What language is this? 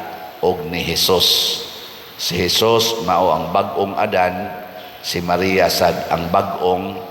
Cebuano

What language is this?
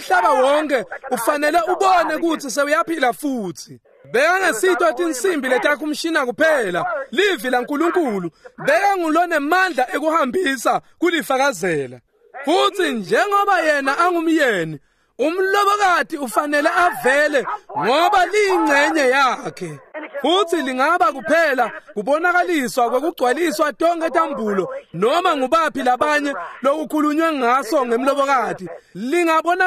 Swati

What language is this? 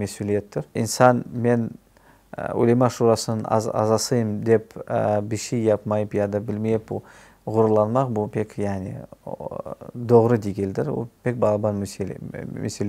Crimean Tatar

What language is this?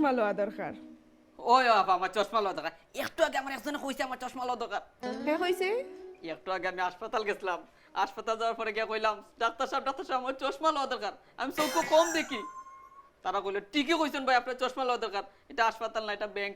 Sylheti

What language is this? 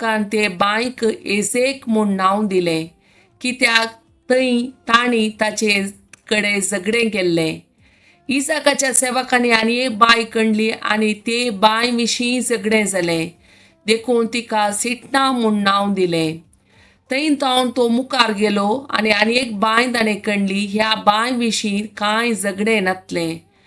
Konkani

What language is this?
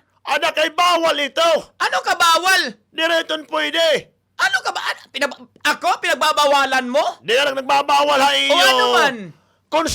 Waray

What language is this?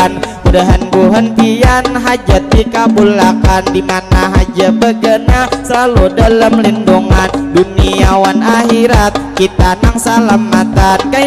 Banjar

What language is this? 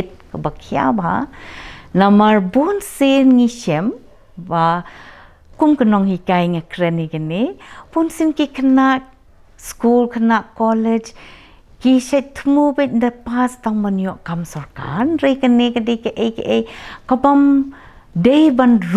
Khasi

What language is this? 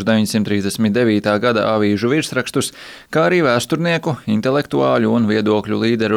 Latvian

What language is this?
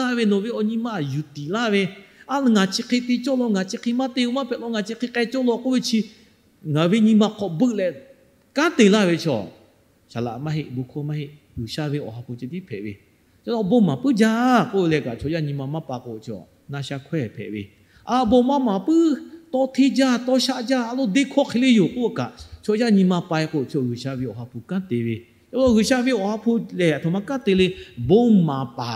Lahu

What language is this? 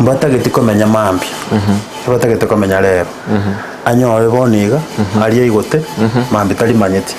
Gusii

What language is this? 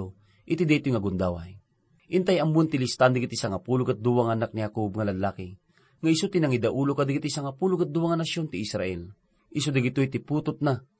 Iloko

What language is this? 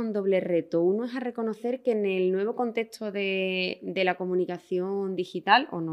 Spanish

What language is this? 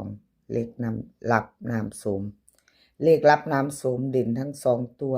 Lao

